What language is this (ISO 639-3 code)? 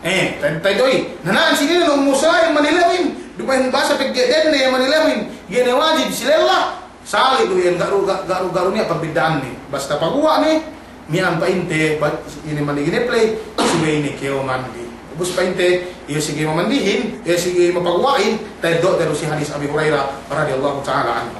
yka